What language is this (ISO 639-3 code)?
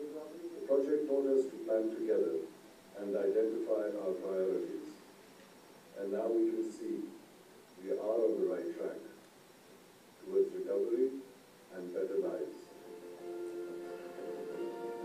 eng